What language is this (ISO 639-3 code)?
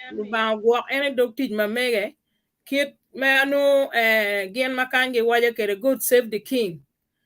ach